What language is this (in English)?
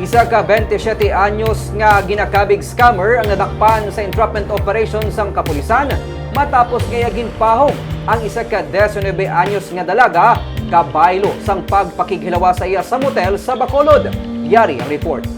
Hiligaynon